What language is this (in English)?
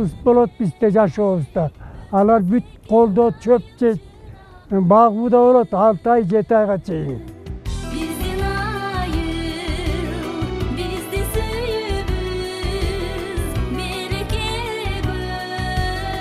Kyrgyz